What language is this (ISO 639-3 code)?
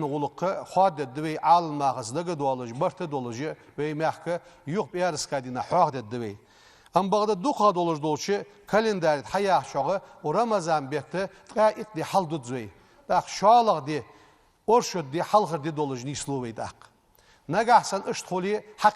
inh